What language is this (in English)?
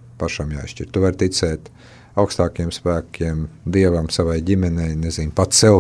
Latvian